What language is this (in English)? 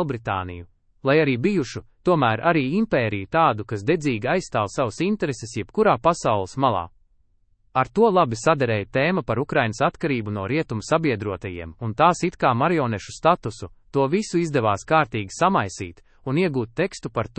Latvian